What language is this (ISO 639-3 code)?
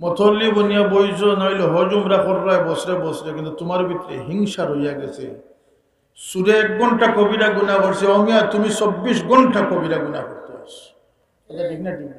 syl